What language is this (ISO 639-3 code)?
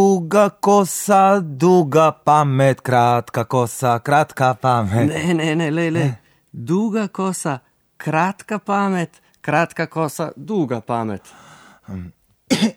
slv